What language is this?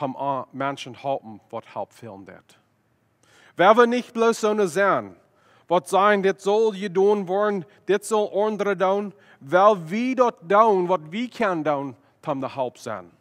Plautdietsch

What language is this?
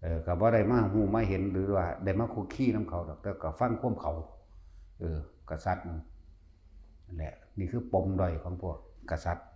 Northeastern Thai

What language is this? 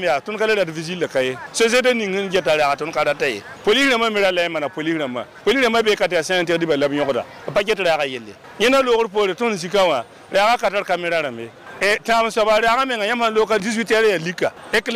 Mossi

